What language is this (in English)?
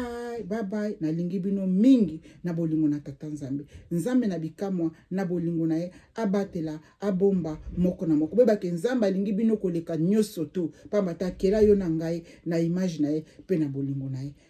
Lingala